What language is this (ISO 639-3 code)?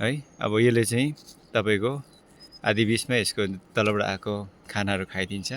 nep